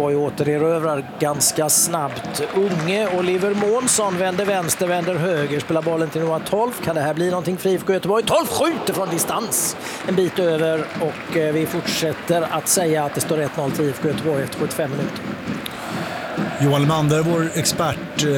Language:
Swedish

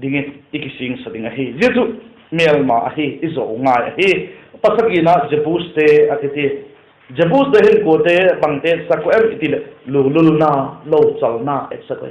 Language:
Vaiphei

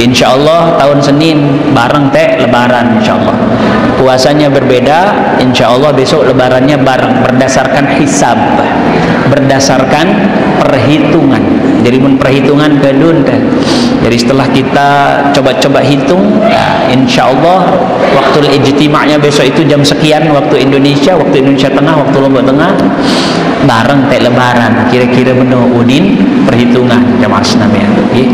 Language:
Sasak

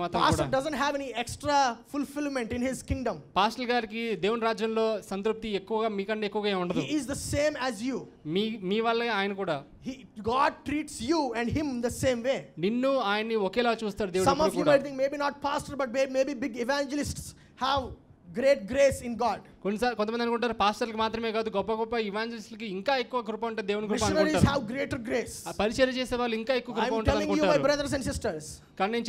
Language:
Telugu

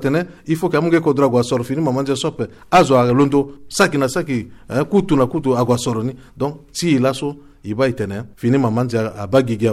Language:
Sango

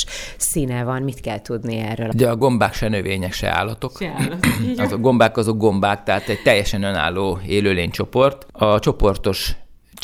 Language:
Hungarian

